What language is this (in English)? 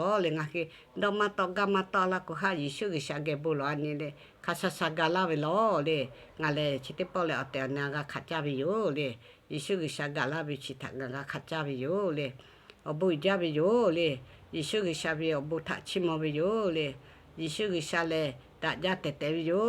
Lahu